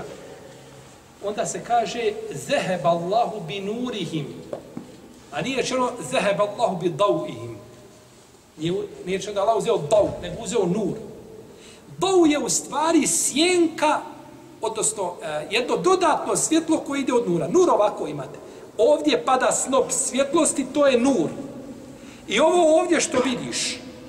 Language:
Bosnian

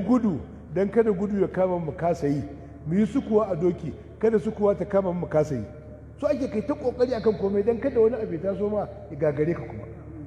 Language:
Hausa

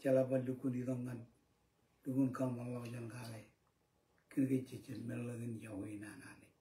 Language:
Marshallese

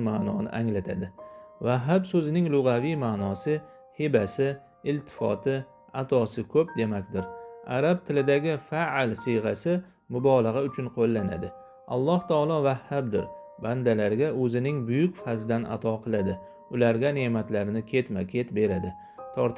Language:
Uzbek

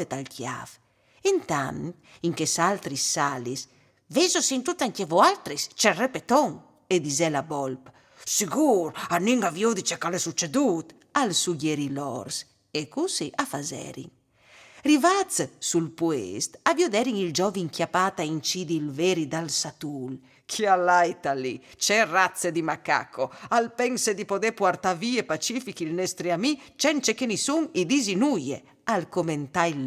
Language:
Friulian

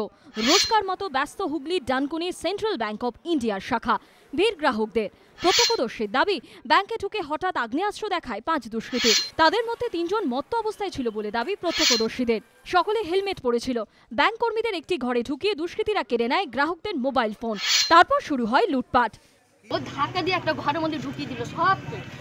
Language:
Bangla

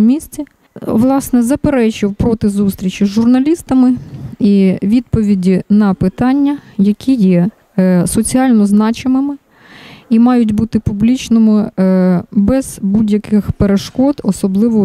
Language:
Ukrainian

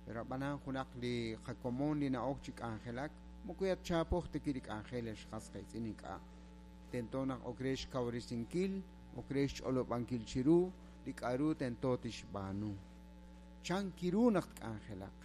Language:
Kekchí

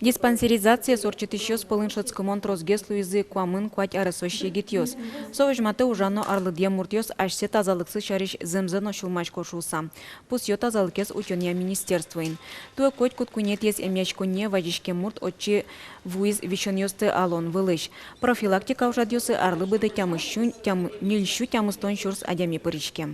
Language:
Udmurt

